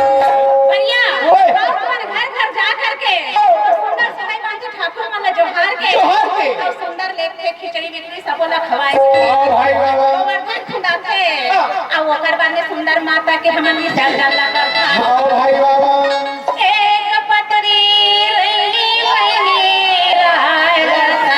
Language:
Chhattisgarhi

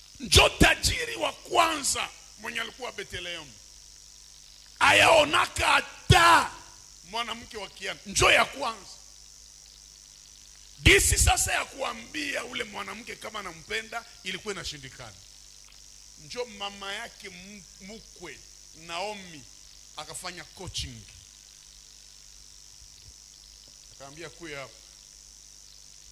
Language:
Swahili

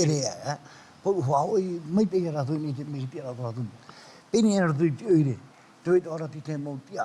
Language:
Tahitian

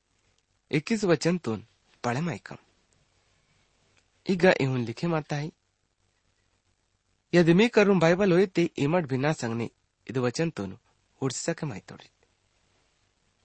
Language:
Gondi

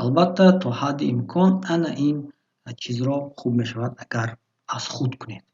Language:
Tajik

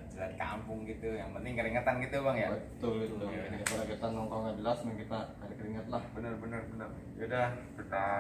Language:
Betawi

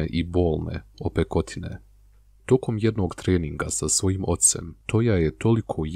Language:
Bosnian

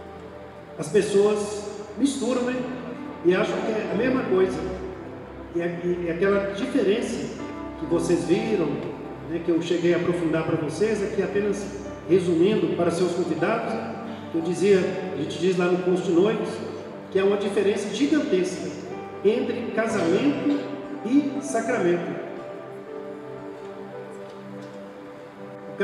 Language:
Portuguese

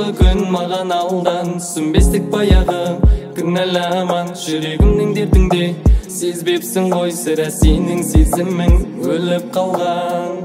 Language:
Kazakh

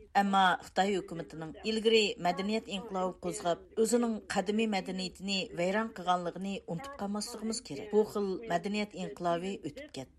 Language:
Uyghur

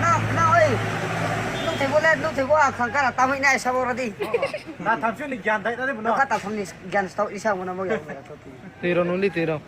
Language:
Riang (India)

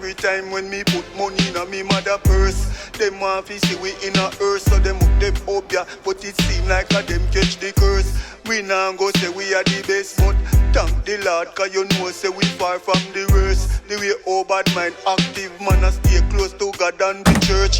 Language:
Jamaican Creole English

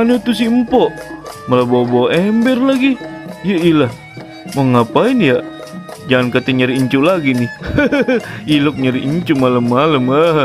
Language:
Betawi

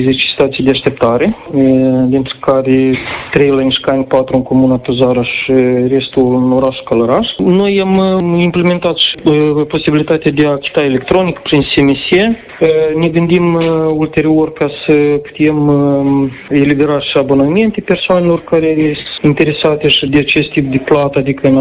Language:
Romanian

